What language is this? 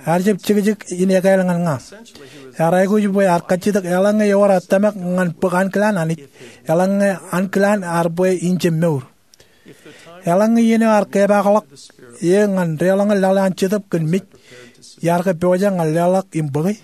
Marshallese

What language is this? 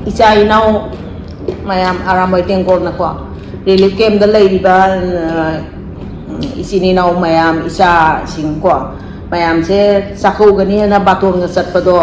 Manipuri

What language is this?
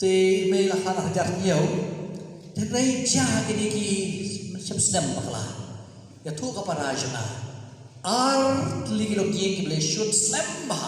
Khasi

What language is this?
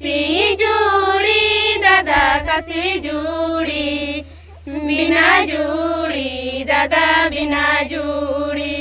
Santali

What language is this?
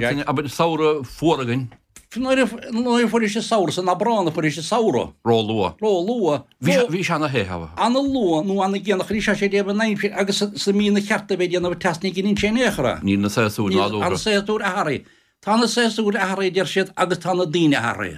Irish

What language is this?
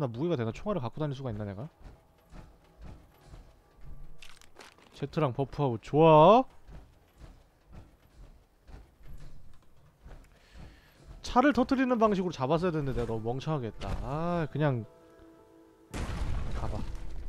Korean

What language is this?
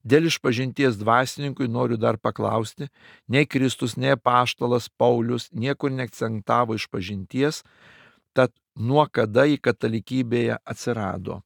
Lithuanian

